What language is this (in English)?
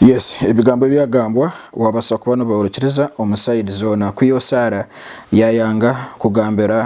Nyankole